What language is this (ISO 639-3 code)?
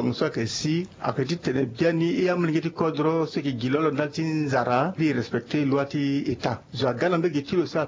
sag